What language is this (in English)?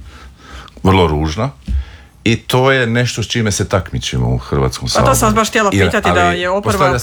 Croatian